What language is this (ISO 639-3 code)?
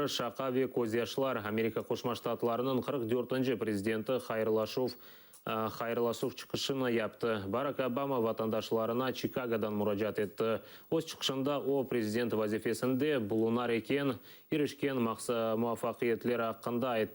crh